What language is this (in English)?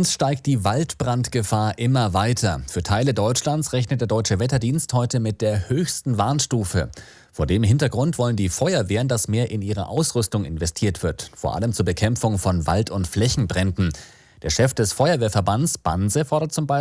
German